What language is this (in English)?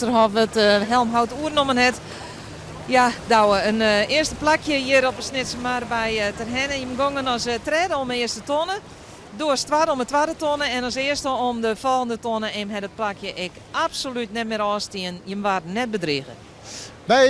Western Frisian